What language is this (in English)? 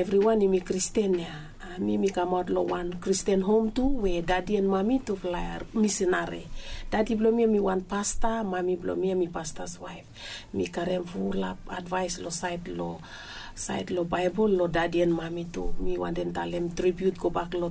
Bislama